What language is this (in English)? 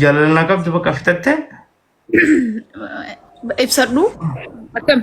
Oromo